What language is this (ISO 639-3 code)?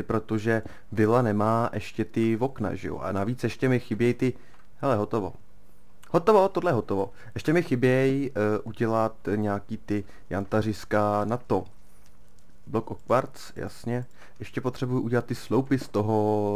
ces